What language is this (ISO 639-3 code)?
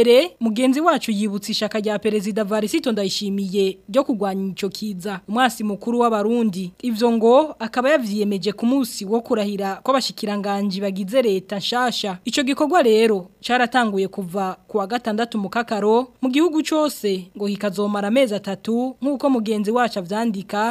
run